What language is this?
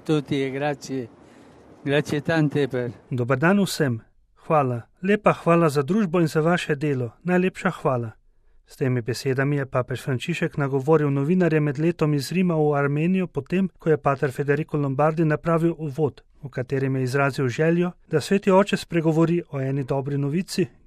Slovenian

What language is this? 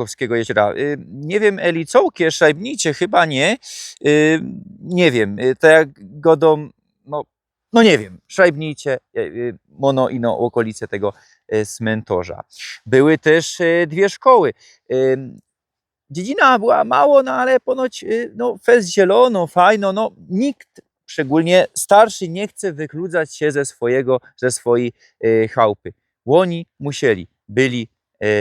Silesian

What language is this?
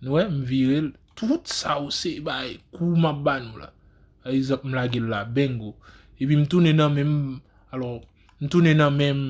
Haitian Creole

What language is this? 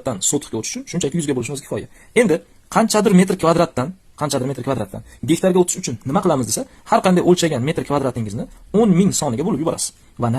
Uzbek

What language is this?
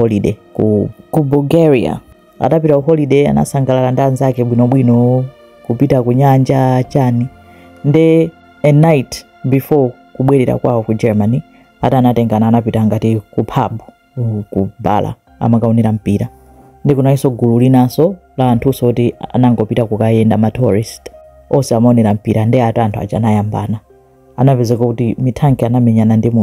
Nyanja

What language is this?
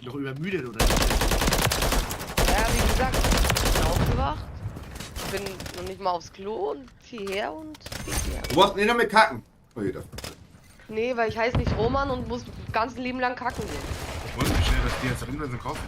Bavarian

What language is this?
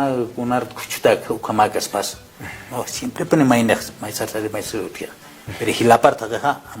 Aymara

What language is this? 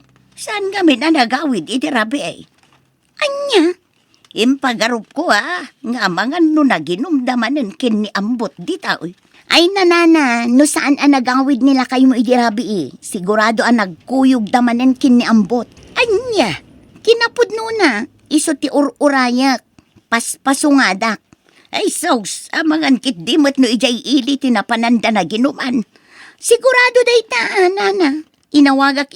Iloko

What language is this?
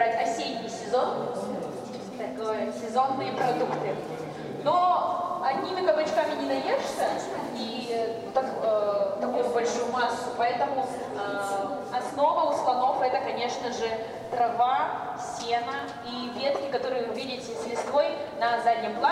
Russian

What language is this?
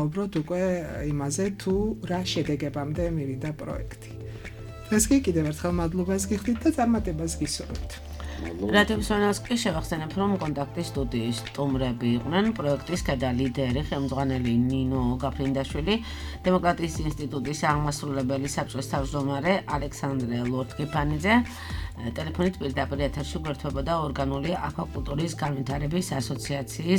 Georgian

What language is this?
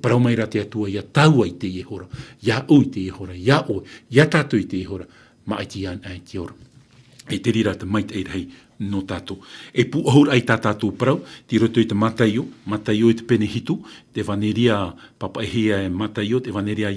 Tahitian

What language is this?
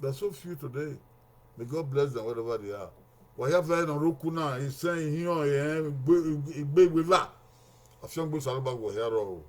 Bini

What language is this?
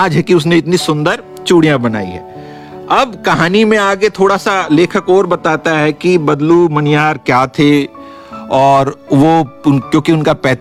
Hindi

